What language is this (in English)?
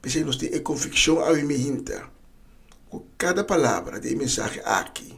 Papiamento